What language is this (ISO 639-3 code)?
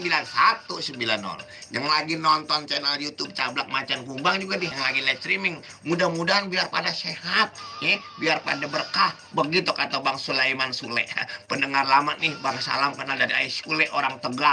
bew